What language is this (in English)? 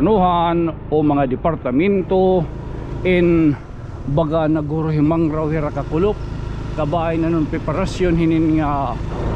Waray